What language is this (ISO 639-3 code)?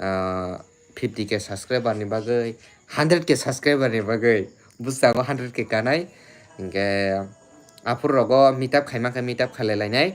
trp